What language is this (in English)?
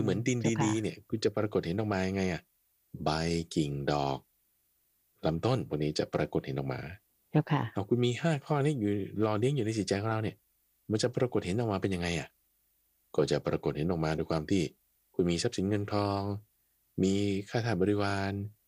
Thai